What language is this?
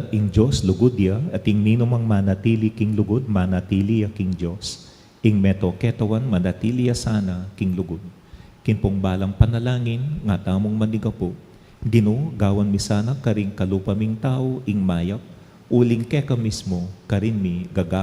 Pampanga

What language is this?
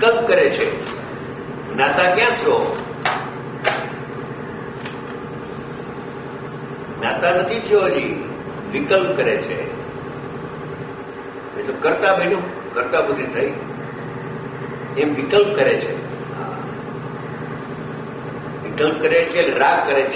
Gujarati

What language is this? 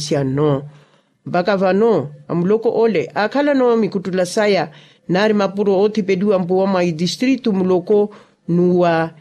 Makhuwa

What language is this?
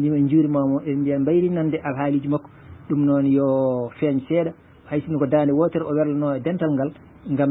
Fula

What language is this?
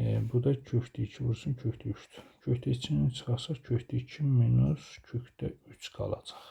Azerbaijani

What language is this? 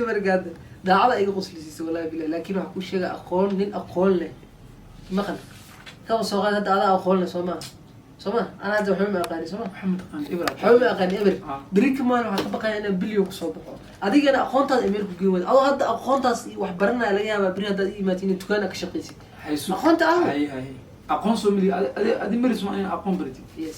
Somali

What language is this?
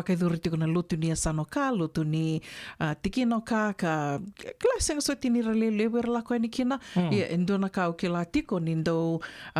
Fijian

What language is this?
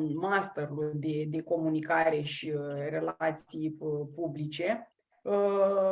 Aromanian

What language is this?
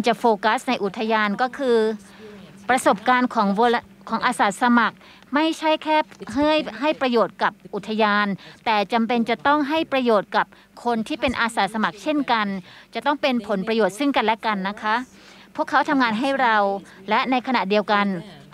Thai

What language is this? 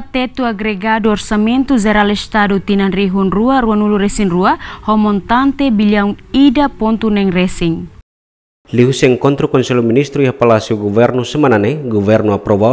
Tetum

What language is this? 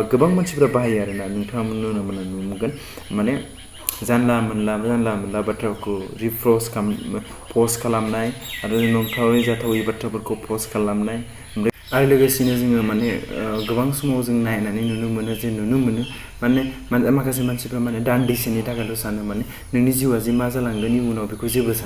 Bodo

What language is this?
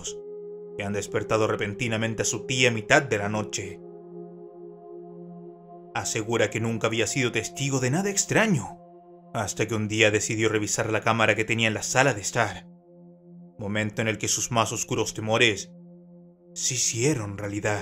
Spanish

